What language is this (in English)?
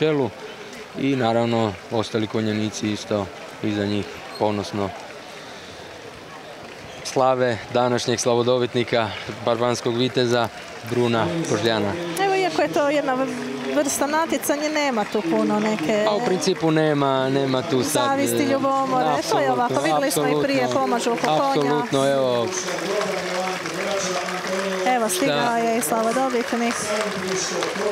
Croatian